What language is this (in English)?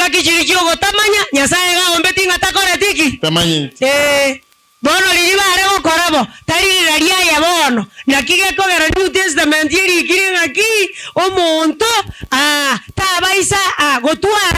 Gusii